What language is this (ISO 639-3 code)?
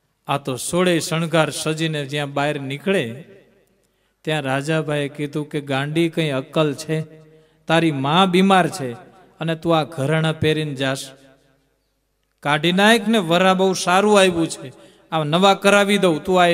guj